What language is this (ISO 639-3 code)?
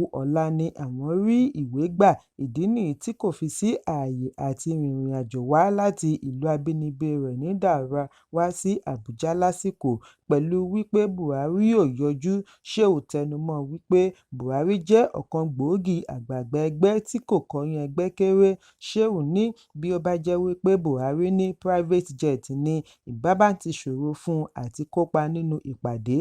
yor